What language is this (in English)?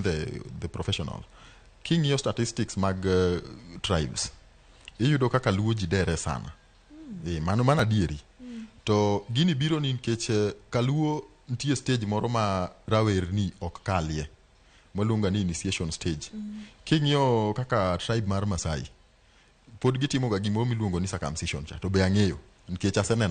Luo (Kenya and Tanzania)